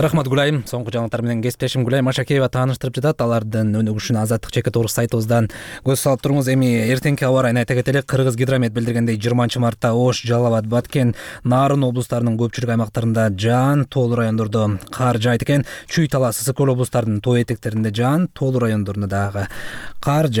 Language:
Kyrgyz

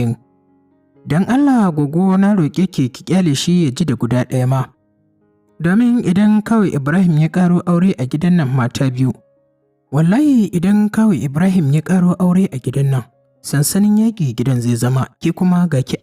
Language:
Hausa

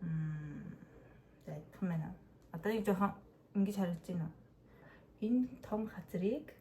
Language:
Mongolian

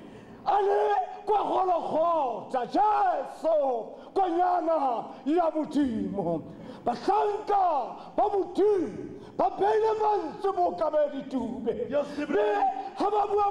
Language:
Tswana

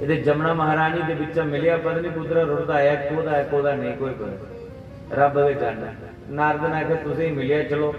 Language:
Dogri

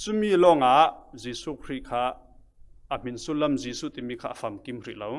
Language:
Falam Chin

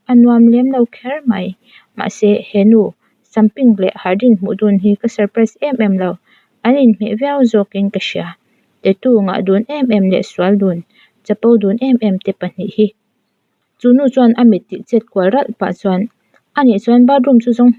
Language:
Mizo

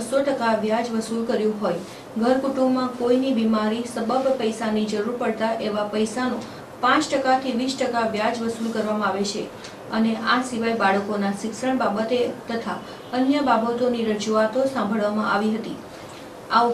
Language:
Gujarati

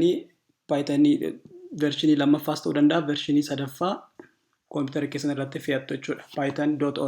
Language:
Oromo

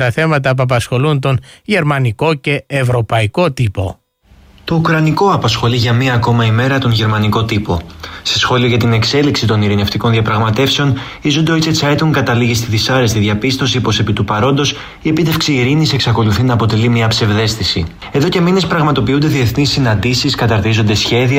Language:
Greek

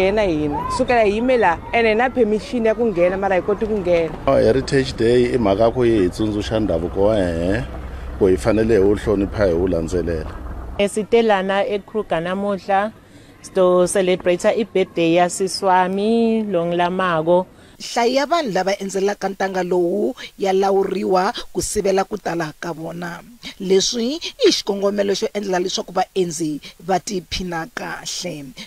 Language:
Tsonga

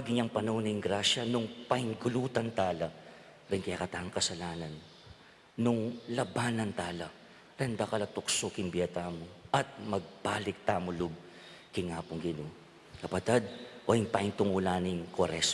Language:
Pampanga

